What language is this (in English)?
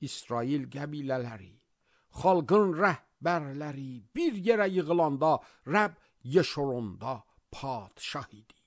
Azerbaijani